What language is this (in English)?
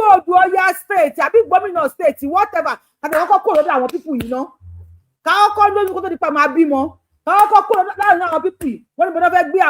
Yoruba